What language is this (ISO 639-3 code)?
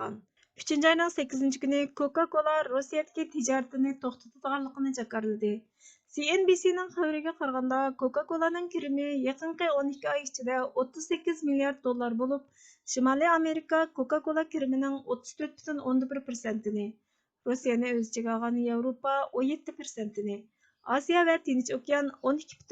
uig